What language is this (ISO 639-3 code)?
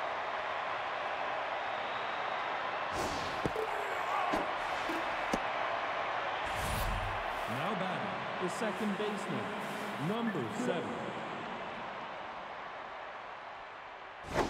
eng